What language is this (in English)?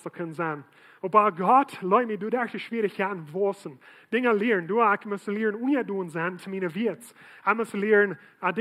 Plautdietsch